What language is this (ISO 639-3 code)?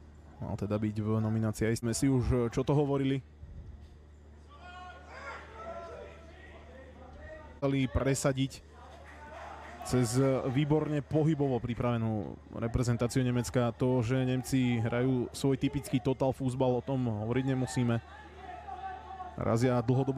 slk